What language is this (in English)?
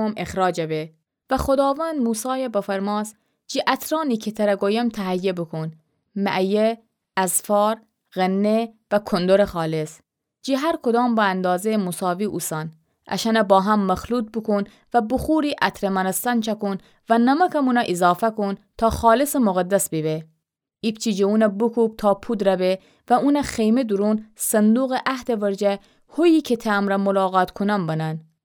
Gilaki